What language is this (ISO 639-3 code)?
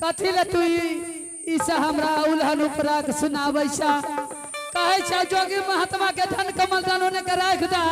anp